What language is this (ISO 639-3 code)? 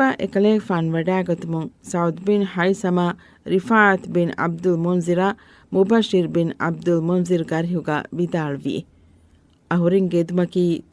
div